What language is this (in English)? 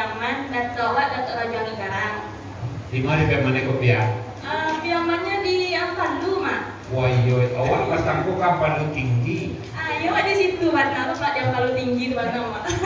Minangkabau